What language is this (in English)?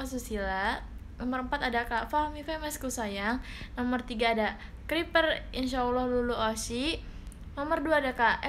Indonesian